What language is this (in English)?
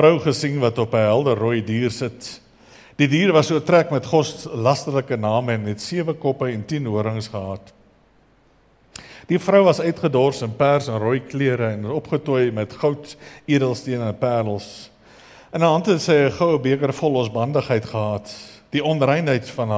Afrikaans